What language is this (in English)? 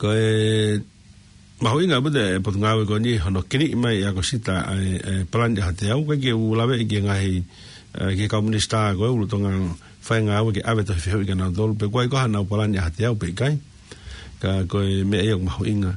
Tongan